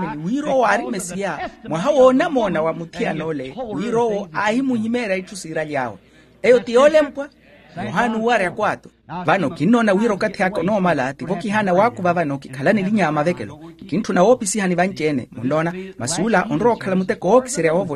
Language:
Makhuwa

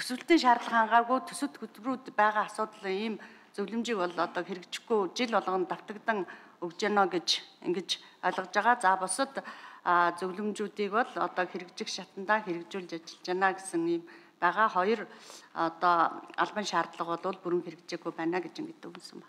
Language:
Mongolian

